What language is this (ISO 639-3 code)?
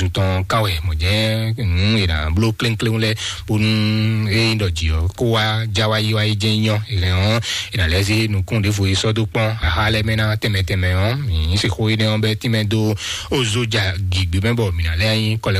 fon